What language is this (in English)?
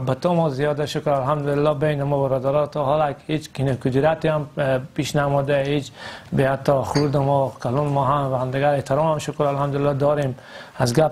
Persian